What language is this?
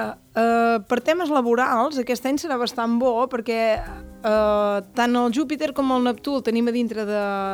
Catalan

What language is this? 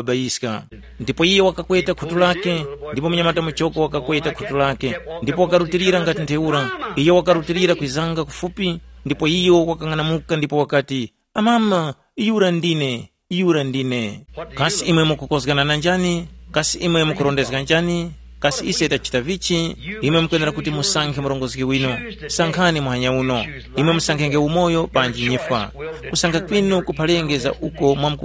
Tumbuka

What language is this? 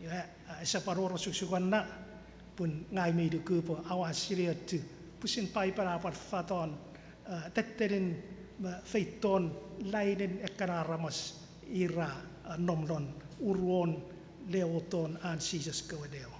Chuukese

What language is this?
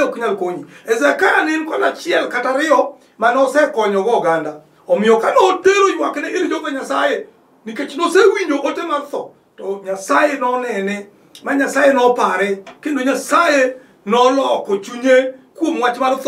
Luo (Kenya and Tanzania)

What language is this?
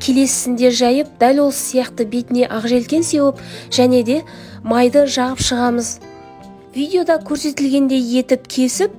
Kazakh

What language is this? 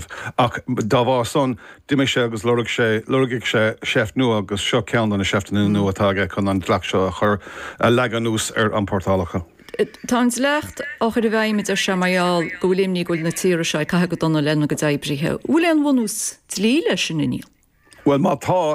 Irish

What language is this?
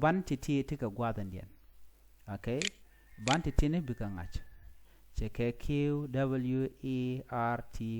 Nuer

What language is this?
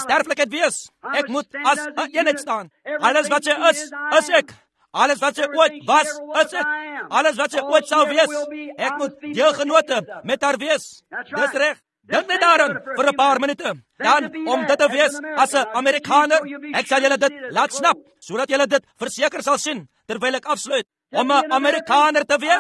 Afrikaans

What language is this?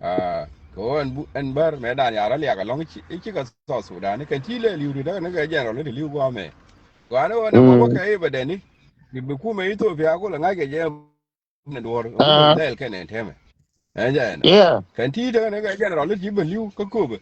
Nuer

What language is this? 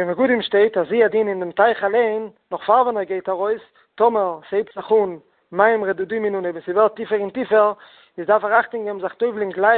Yiddish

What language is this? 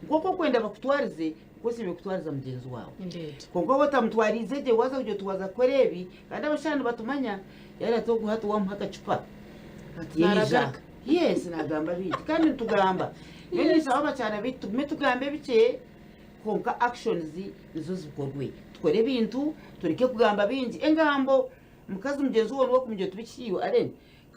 Nyankole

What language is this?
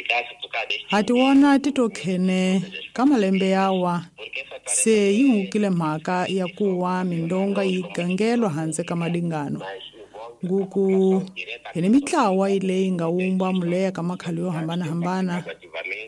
Tsonga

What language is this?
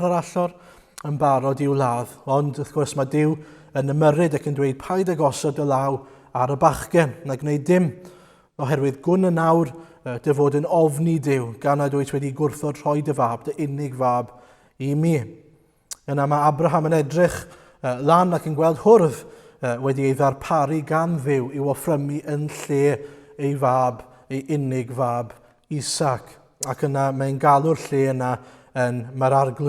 Welsh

